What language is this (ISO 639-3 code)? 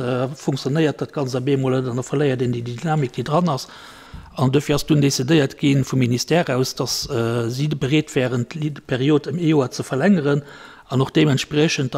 ltz